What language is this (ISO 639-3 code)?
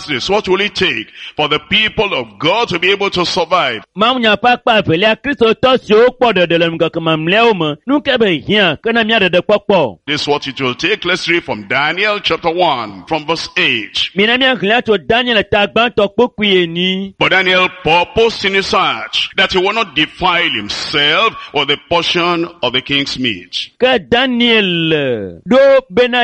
ewe